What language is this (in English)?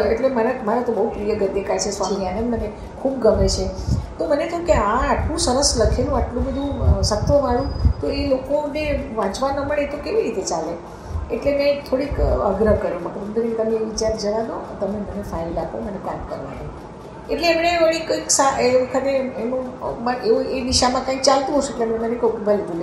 Gujarati